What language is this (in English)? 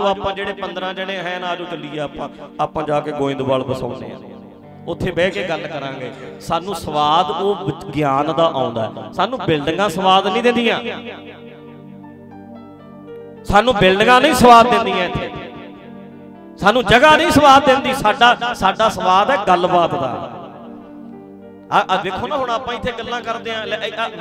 Punjabi